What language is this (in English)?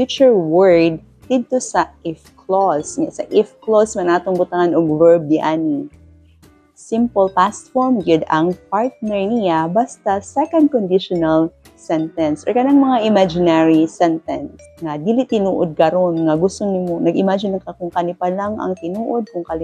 Cebuano